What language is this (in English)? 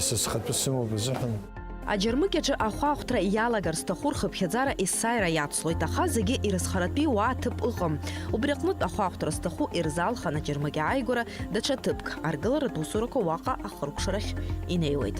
Abkhazian